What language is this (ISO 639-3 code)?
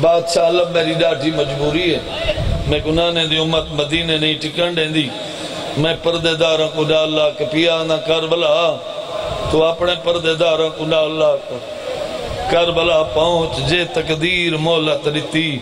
skr